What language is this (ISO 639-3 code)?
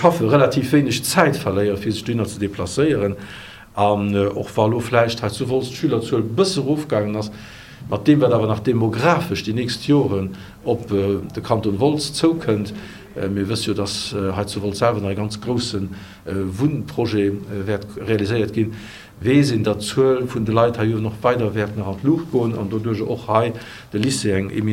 ltz